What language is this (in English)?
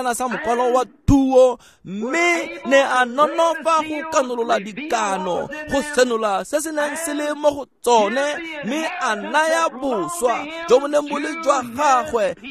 Tswana